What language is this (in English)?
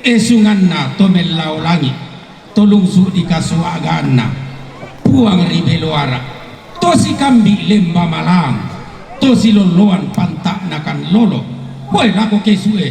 Toraja-Sa'dan